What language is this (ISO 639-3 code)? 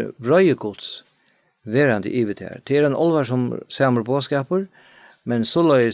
fao